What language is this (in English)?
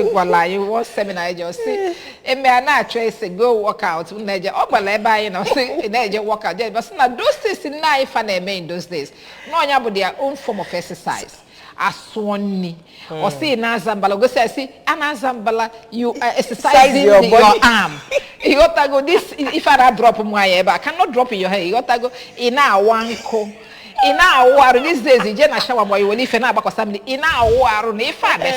Igbo